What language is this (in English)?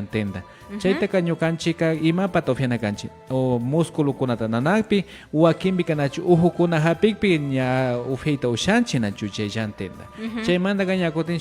Imbabura Highland Quichua